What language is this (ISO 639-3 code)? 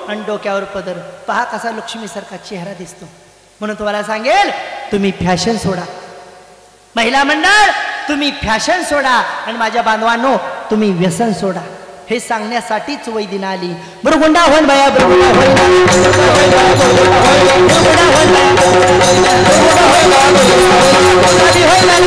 mar